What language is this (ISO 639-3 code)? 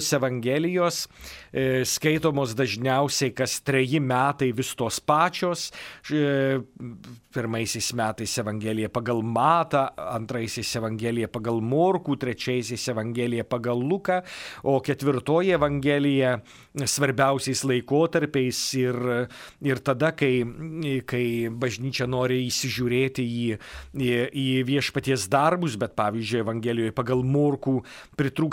lit